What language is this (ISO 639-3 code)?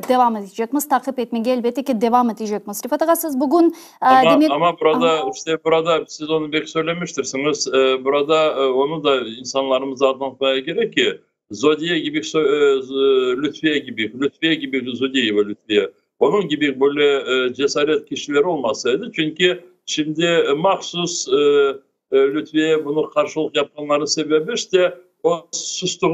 crh